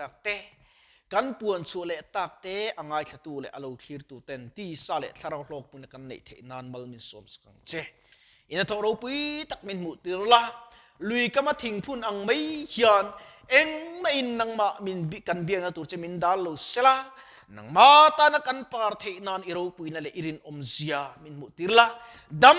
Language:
Mizo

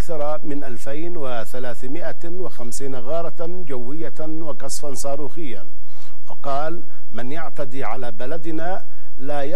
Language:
Arabic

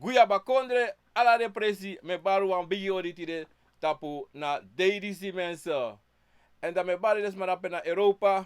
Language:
Sranan Tongo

